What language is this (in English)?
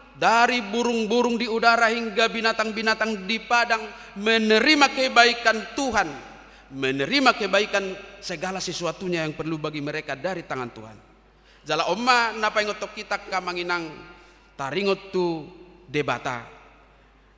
Batak Toba